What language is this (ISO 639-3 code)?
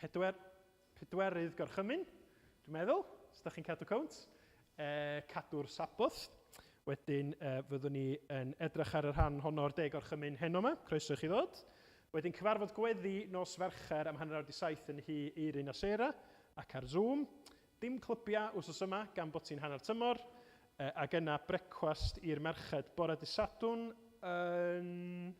cym